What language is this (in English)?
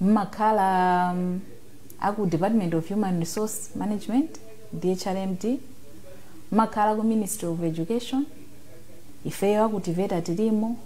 Nyanja